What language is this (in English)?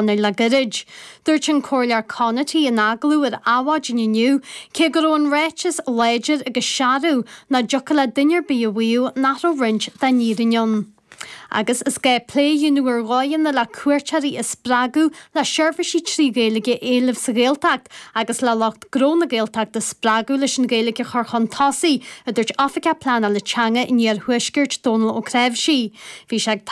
Irish